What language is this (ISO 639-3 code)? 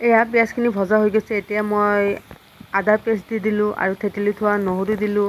asm